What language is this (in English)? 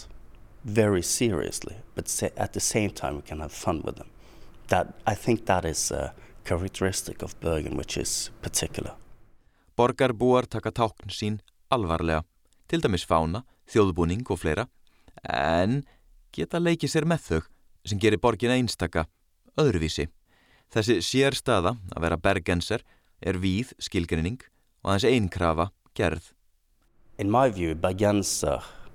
Icelandic